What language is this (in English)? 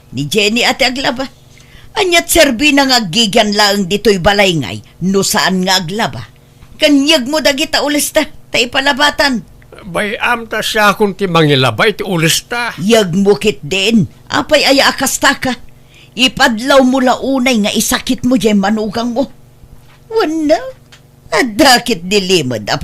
Iloko